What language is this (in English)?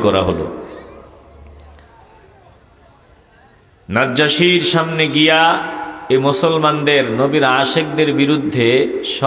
Bangla